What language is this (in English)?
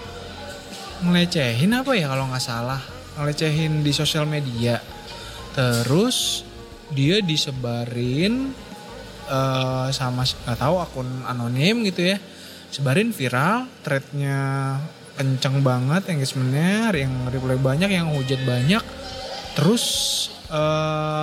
Indonesian